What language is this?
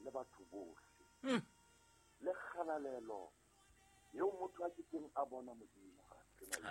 Southern Sotho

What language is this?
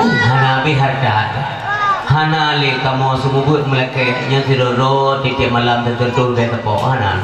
Achinese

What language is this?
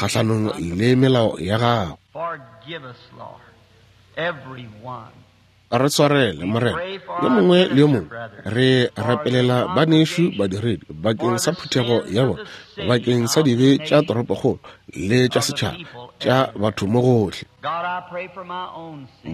Northern Sotho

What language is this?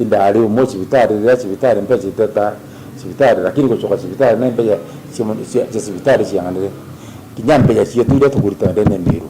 Meru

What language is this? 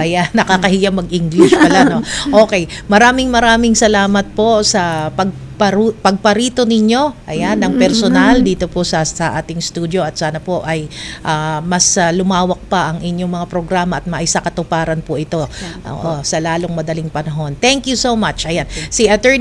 Filipino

